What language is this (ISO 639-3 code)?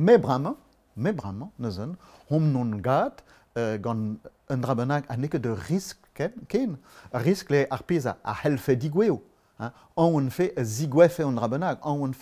bre